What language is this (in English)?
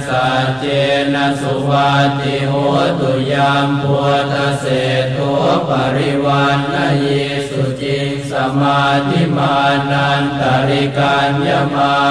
Pali